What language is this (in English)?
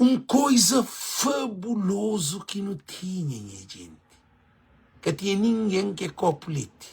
Kabuverdianu